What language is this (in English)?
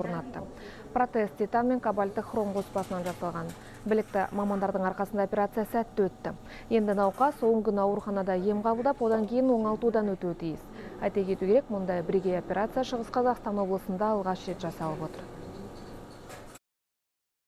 Kazakh